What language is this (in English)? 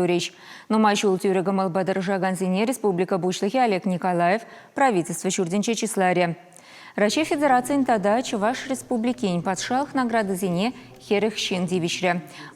Chuvash